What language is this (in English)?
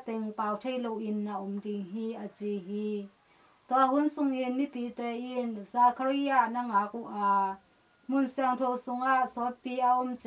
Tedim Chin